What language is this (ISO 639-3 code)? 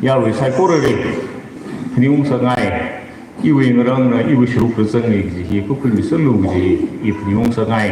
nmf